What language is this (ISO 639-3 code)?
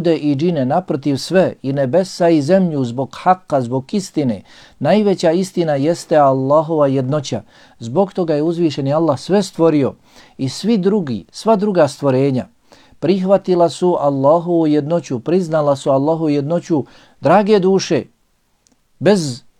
bos